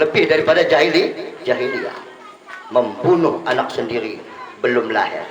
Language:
Batak Dairi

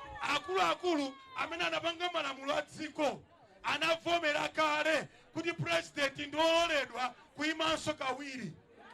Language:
Nyanja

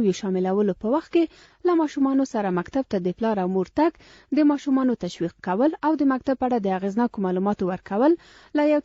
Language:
Pashto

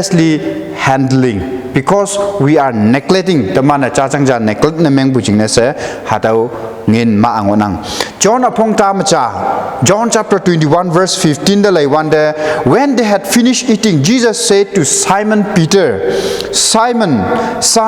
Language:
Konyak Naga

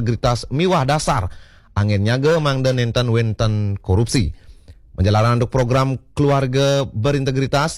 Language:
Balinese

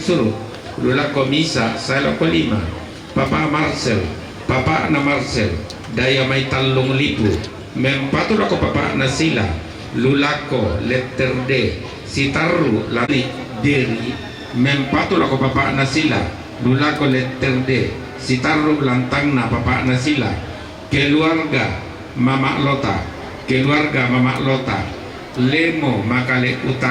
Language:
Toraja-Sa'dan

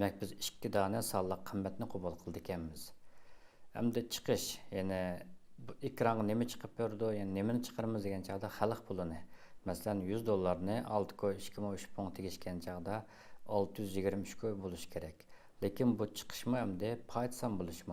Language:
Uyghur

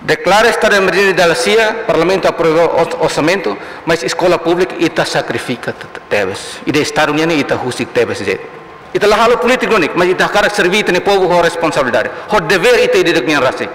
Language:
Tetum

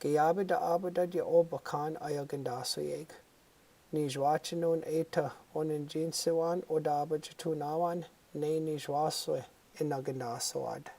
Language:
Chippewa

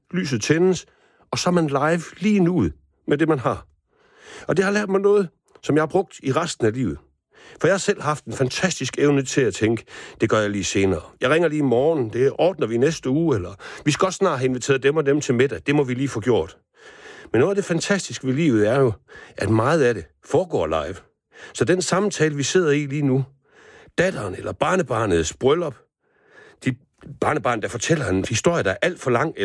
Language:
Danish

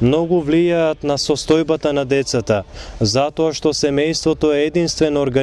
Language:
Macedonian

